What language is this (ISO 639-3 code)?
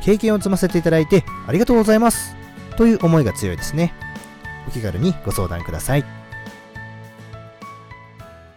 jpn